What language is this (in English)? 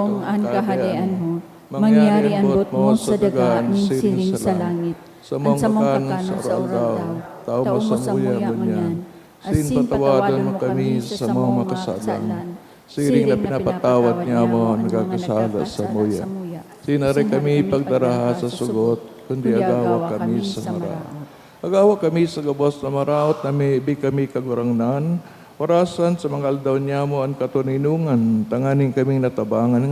Bikol